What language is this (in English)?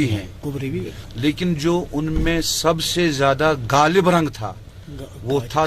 Kashmiri